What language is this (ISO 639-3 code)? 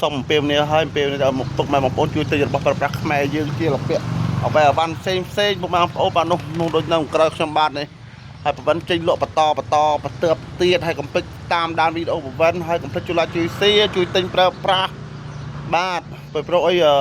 khm